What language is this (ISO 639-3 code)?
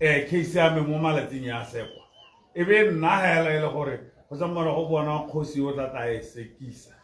tsn